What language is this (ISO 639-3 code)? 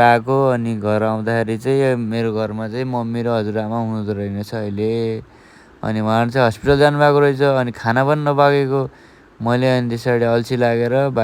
nep